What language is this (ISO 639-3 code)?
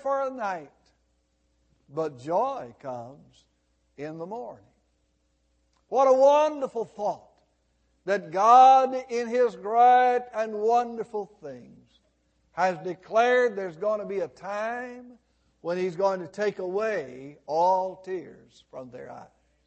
eng